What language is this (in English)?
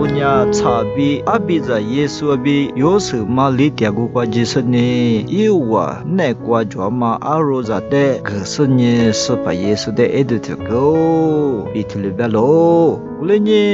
Lisu